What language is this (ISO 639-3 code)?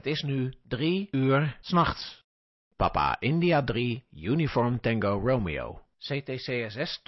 nld